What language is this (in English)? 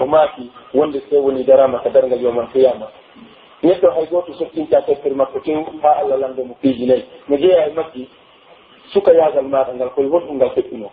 Pular